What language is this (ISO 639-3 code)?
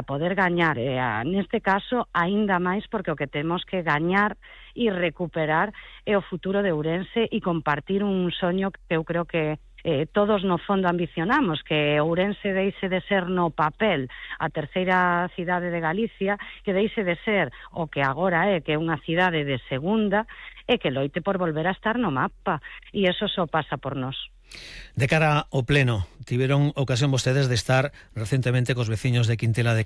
glg